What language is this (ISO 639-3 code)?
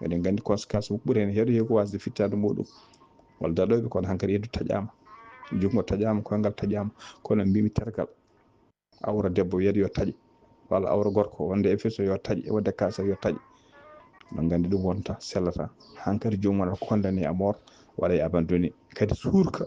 ful